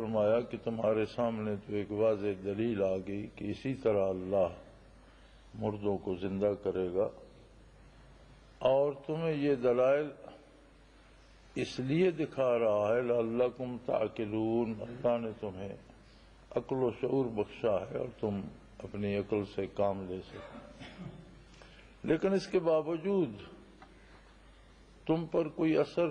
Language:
Urdu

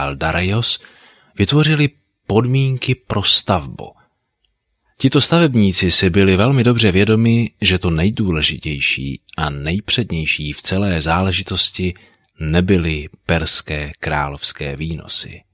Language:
Czech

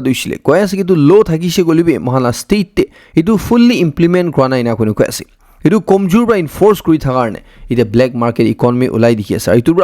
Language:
Naga Pidgin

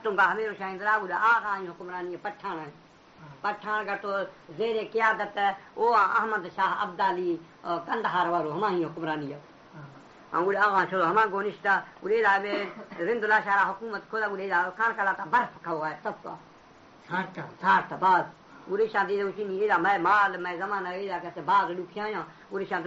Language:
Baluchi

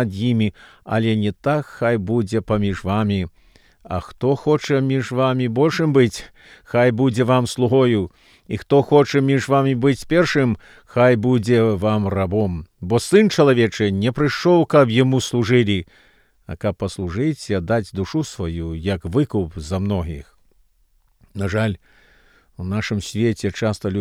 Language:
Belarusian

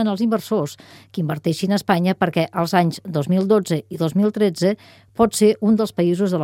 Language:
Catalan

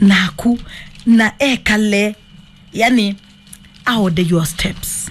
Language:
Kamba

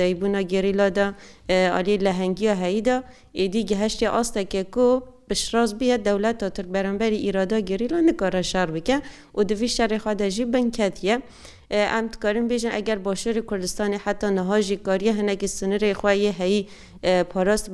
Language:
Kurdish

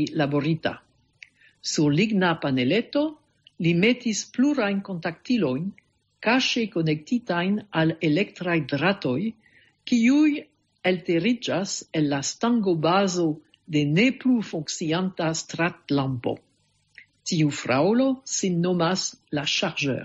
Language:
Esperanto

